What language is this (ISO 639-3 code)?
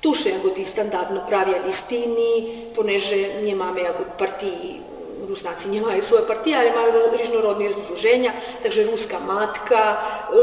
rue